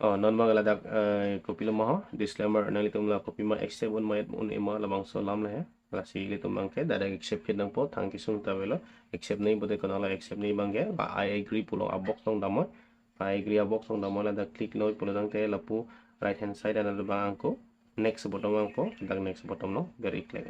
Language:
Karbi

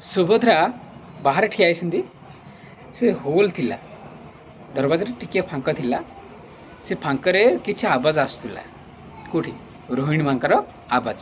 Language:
Odia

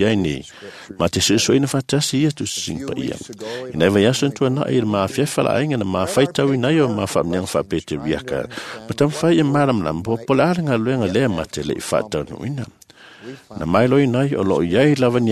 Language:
Samoan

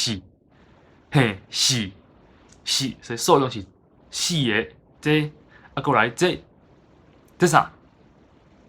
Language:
Min Nan Chinese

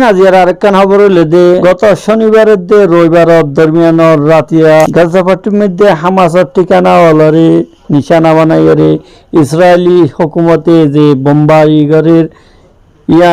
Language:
Rohingya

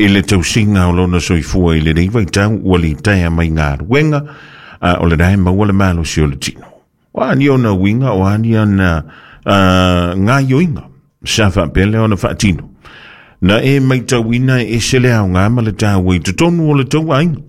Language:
Samoan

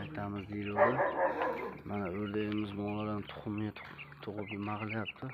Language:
Uzbek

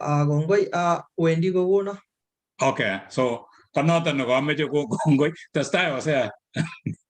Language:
Kalenjin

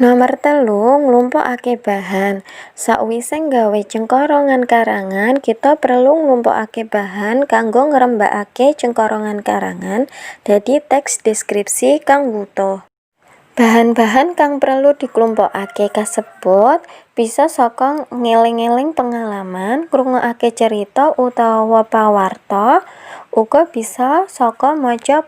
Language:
Javanese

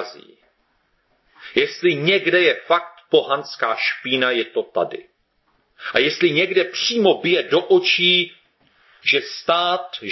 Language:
Czech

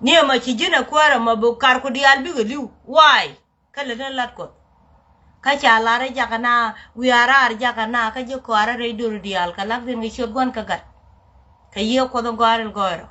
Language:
Nuer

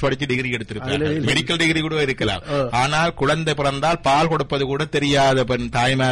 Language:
Tamil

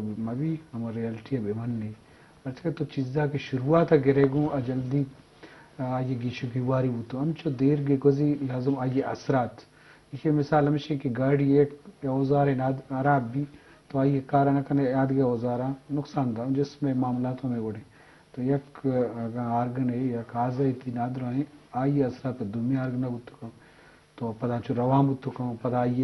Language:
Eastern Balochi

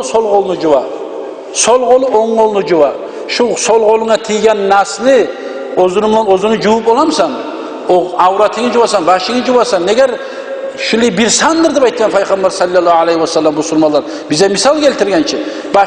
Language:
Kumyk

